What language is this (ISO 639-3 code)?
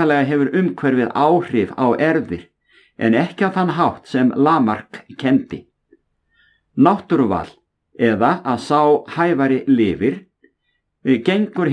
isl